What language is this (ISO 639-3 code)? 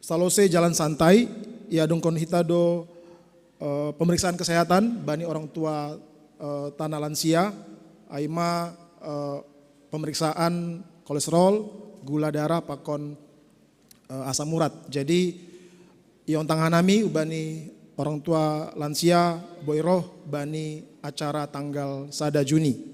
bts